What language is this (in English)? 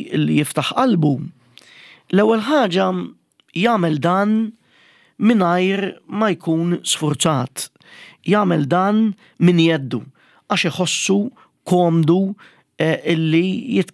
Maltese